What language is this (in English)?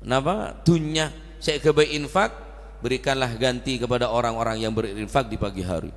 Madurese